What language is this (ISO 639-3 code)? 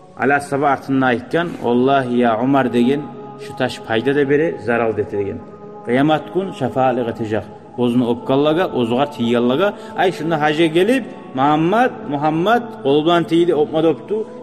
kum